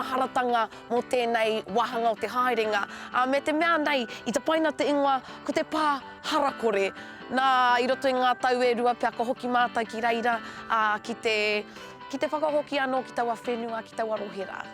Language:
Māori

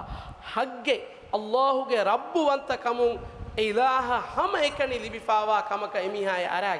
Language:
Divehi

